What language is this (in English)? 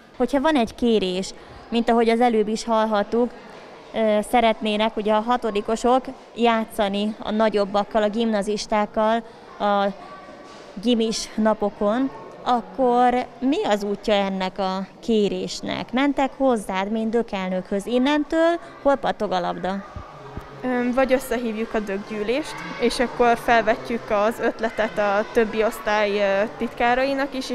Hungarian